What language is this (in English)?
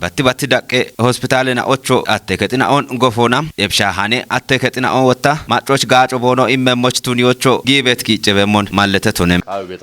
Kafa